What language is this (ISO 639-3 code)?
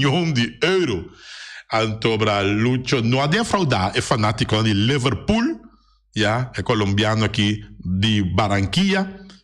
pap